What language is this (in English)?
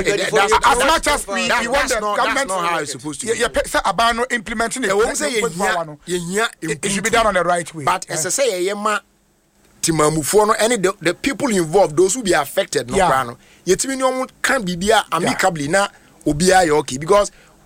Akan